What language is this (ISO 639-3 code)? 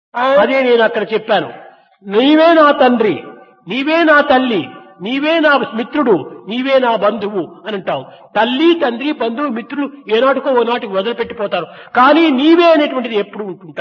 tel